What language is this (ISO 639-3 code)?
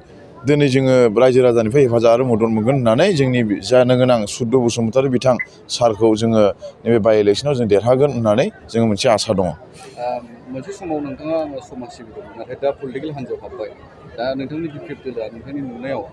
brx